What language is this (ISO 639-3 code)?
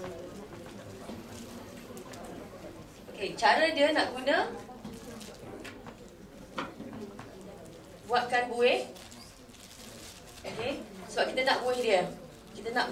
msa